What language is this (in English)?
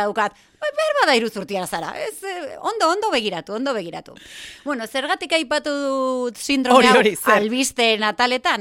Basque